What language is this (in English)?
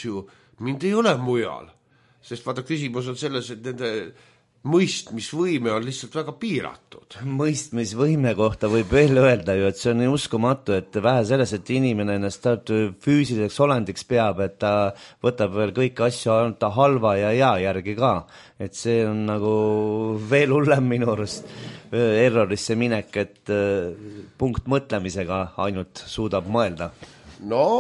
Estonian